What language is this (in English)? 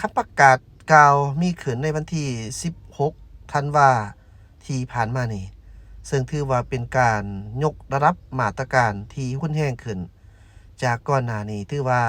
Lao